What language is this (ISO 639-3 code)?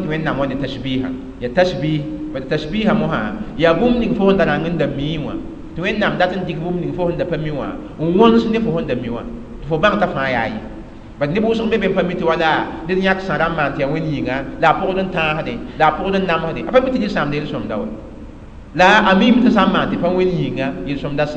mos